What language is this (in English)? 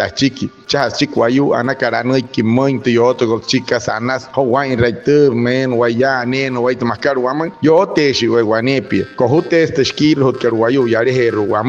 Wayuu